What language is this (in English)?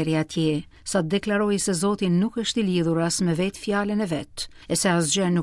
Albanian